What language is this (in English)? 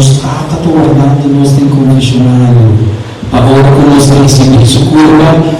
Papiamento